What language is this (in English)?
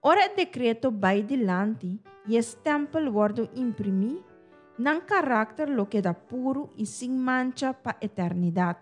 Papiamento